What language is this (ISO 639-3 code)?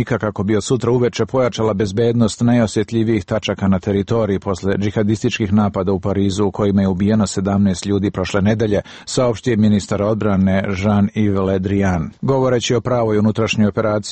srp